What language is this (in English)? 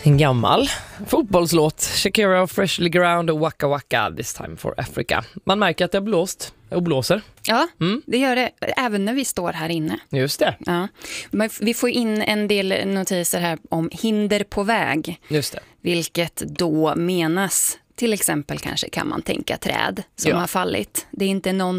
Swedish